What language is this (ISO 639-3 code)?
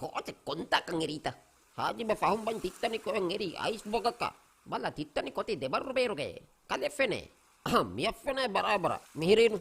div